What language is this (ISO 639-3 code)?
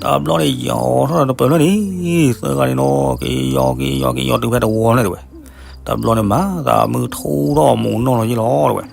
ksw